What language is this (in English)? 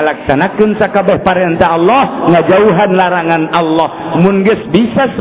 Sundanese